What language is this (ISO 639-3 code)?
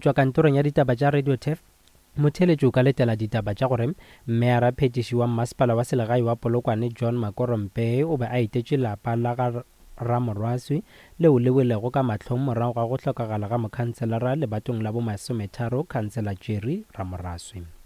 nso